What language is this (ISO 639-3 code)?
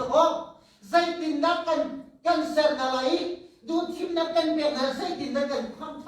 cnh